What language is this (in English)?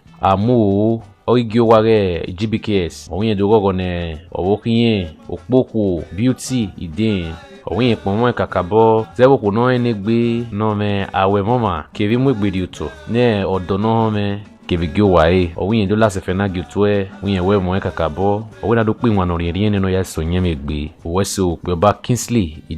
Bini